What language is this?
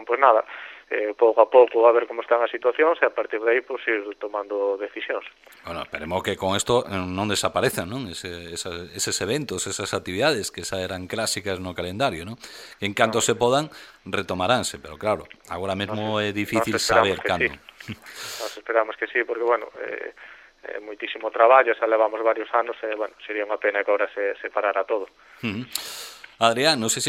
Galician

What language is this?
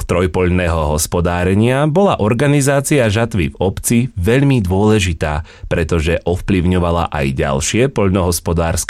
Slovak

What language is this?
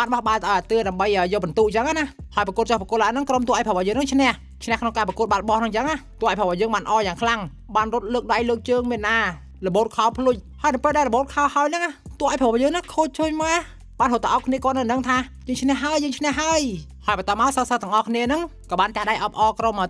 Khmer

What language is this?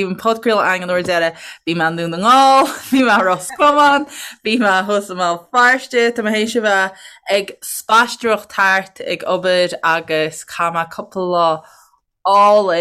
Irish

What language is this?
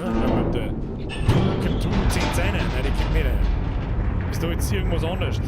Bavarian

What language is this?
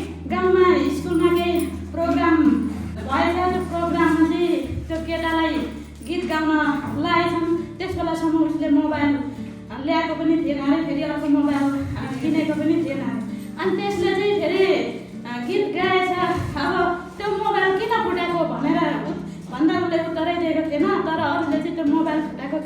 Nepali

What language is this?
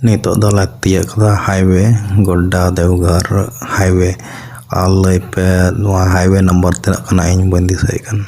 Santali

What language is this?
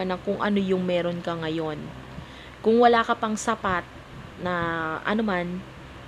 Filipino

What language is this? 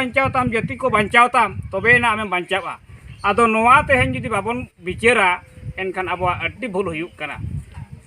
Santali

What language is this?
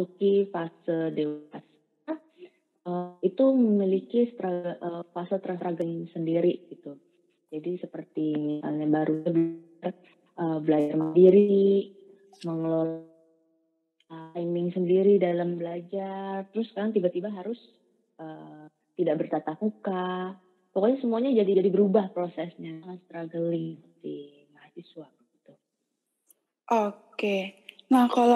Indonesian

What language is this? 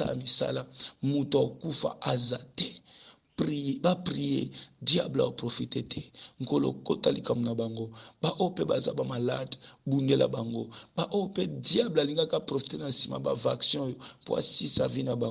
Lingala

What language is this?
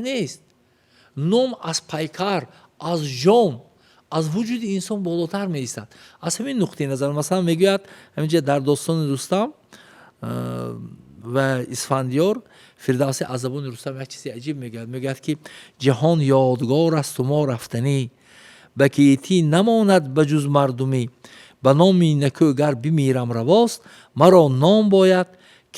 Tajik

